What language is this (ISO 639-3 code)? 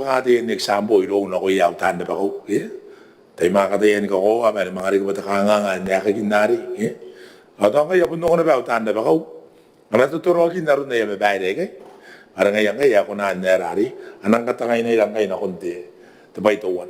gil